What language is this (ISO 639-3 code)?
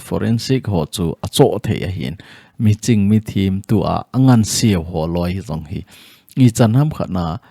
tcz